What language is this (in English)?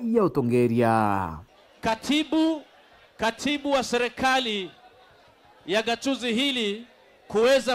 Meru